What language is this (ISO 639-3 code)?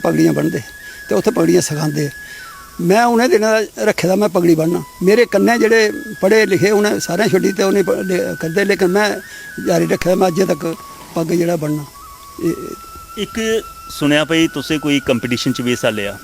doi